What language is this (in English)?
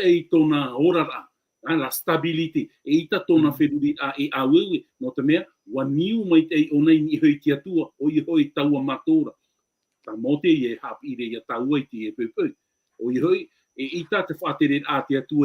Tahitian